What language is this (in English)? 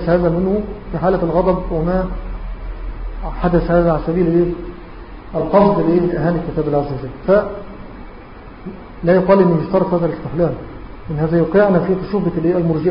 Arabic